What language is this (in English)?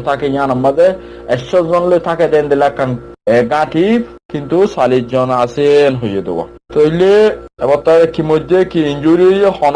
Rohingya